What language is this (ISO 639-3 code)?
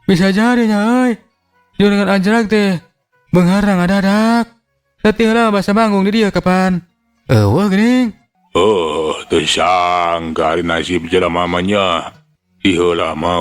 sun